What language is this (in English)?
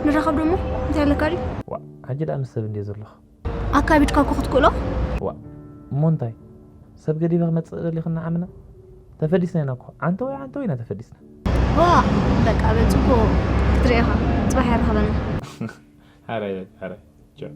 Tigrinya